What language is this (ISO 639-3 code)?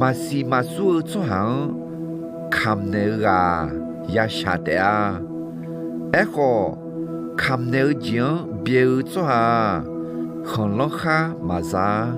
ahk